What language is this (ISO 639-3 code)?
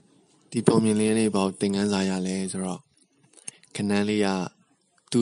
mya